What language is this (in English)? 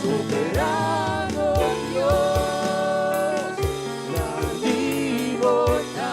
Papiamento